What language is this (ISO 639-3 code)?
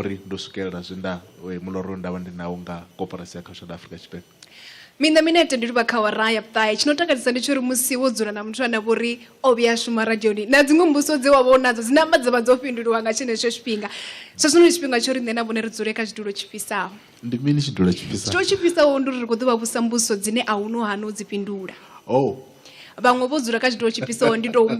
ven